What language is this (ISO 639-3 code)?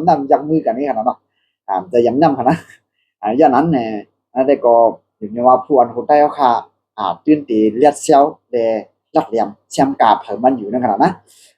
shn